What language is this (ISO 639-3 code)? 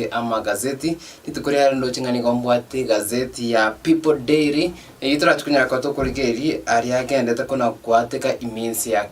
guz